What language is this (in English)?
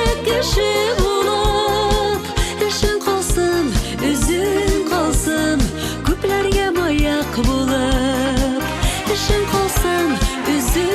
Bashkir